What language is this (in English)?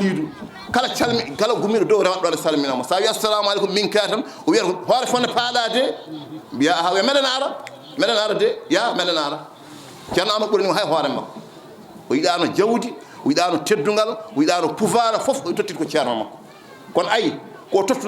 Fula